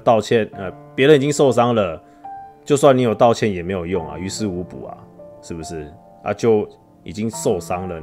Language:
Chinese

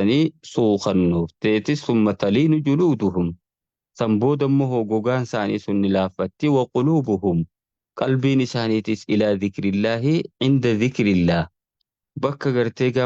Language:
Oromo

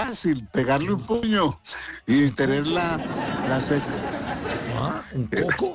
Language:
Spanish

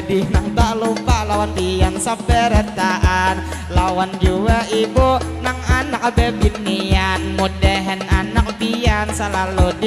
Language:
Banjar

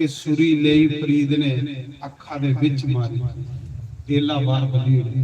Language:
Dogri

